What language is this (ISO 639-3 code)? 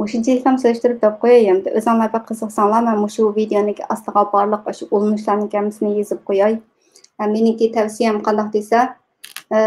uig